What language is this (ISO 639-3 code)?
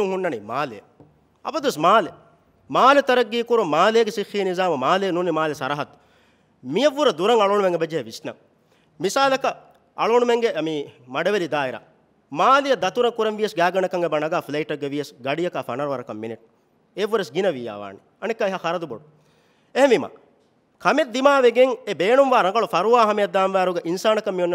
div